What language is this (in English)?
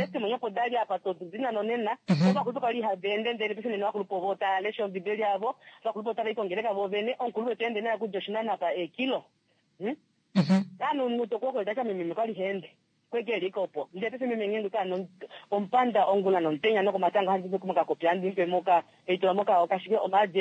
Kuanyama